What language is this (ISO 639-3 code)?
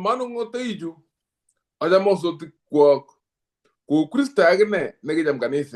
kln